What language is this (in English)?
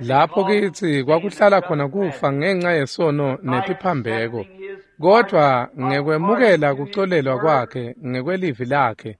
Swati